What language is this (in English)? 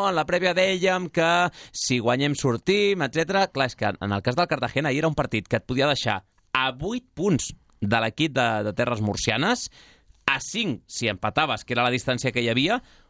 Catalan